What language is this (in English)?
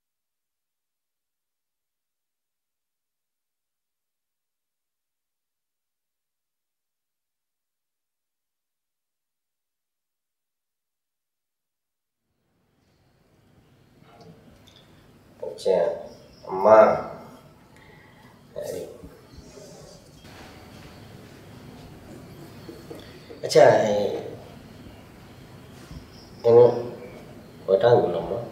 Bangla